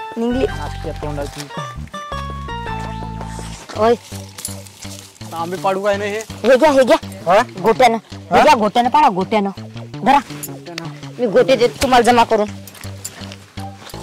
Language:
Marathi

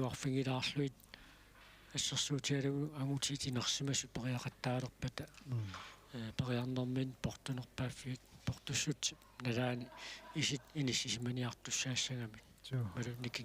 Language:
Kalaallisut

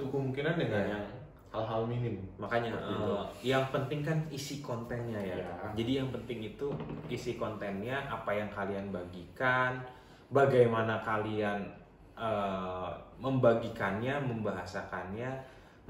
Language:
Indonesian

